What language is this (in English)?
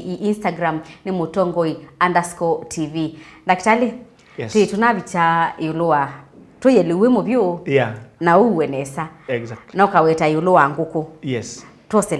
Kamba